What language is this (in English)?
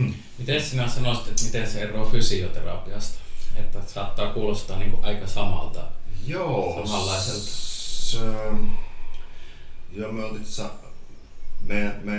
Finnish